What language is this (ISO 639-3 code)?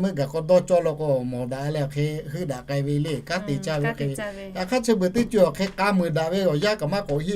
lhu